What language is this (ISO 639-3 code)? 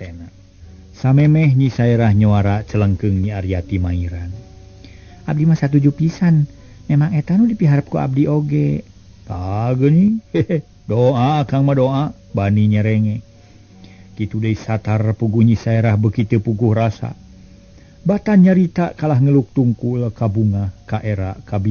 sun